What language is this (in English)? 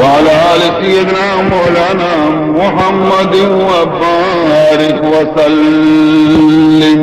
Baluchi